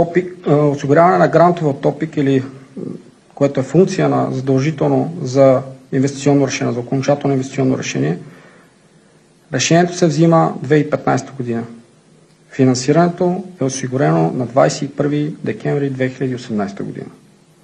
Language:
Bulgarian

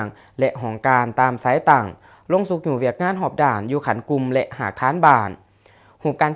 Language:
Lao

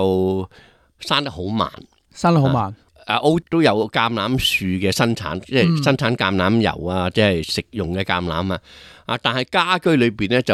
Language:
Cantonese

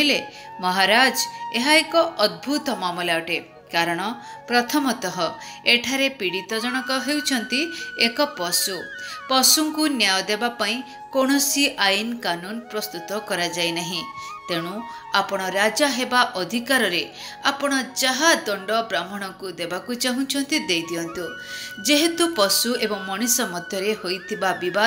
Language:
Odia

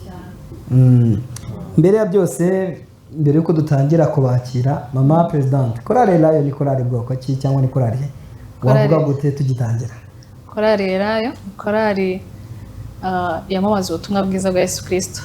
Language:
Kinyarwanda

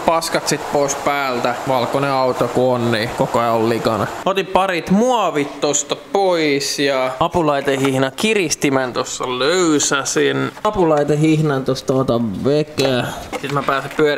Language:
Finnish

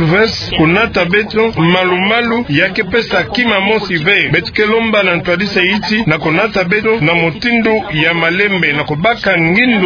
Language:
Kituba (Democratic Republic of Congo)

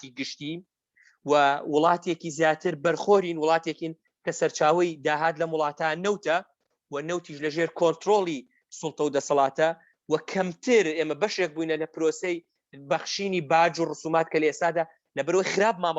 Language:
Central Kurdish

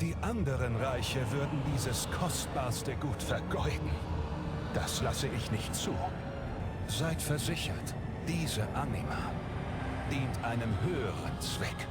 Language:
Swiss German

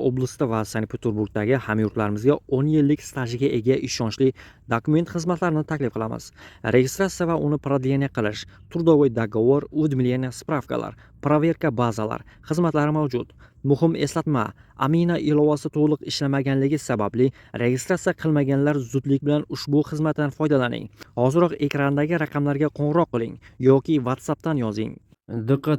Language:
Uzbek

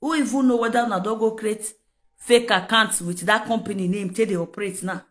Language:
Nigerian Pidgin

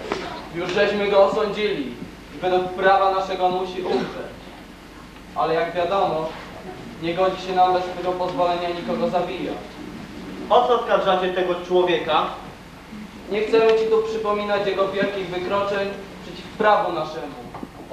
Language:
Polish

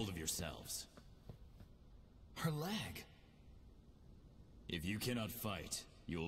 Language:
English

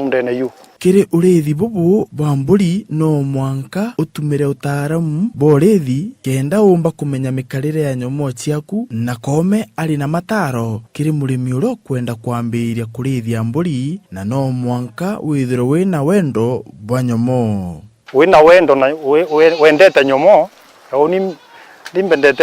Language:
Meru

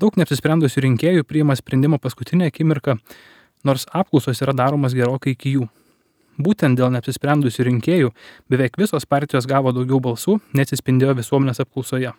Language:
Lithuanian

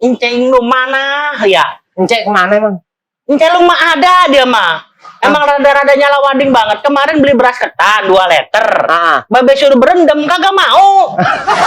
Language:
Betawi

